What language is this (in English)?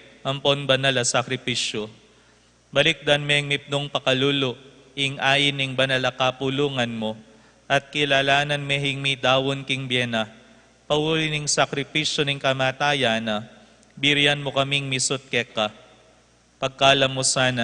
Pampanga